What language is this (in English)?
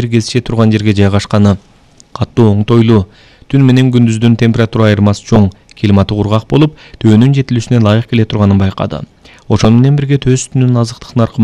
Kyrgyz